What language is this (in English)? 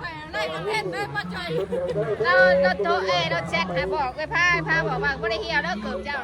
Northeastern Thai